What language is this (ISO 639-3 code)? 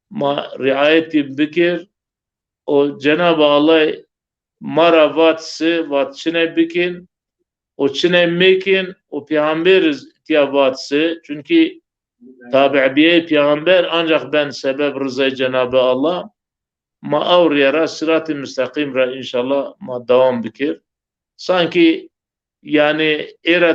zza